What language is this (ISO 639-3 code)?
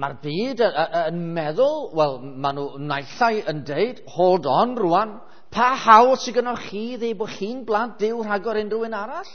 cym